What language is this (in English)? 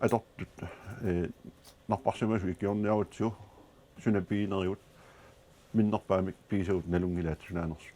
Kalaallisut